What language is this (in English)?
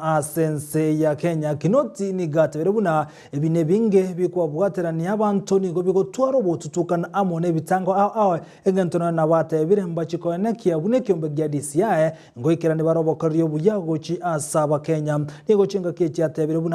Gusii